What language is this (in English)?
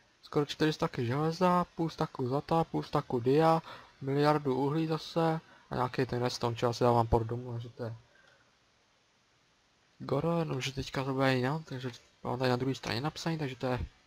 Czech